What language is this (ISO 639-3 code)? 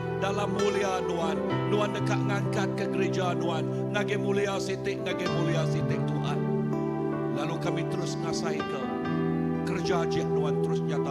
iba